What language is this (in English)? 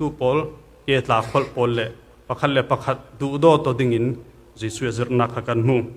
Falam Chin